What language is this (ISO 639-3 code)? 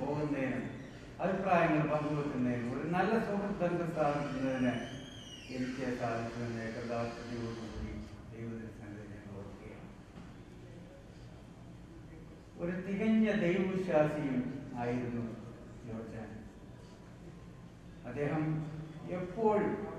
mal